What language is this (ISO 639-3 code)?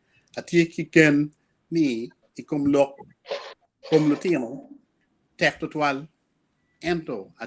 ach